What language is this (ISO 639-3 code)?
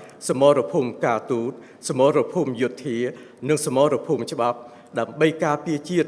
khm